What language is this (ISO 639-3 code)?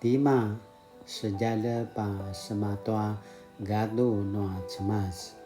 pwn